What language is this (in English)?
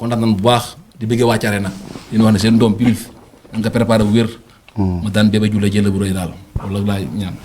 Wolof